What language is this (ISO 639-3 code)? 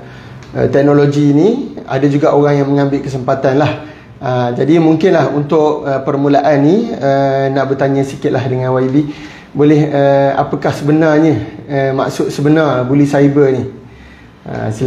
msa